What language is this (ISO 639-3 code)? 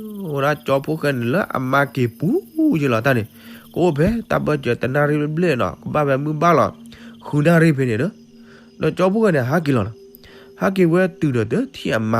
ksw